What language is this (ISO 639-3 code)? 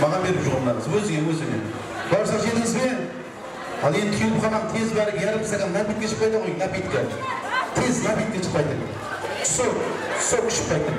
kaa